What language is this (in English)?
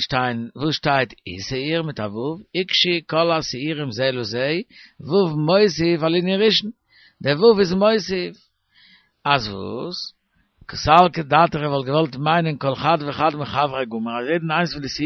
Yiddish